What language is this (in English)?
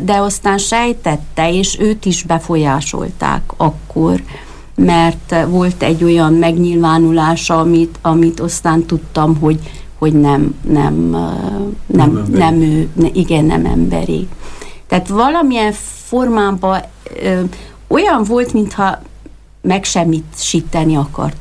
Hungarian